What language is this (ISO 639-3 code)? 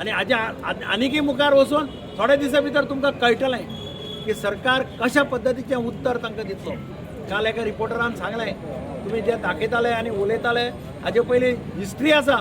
kok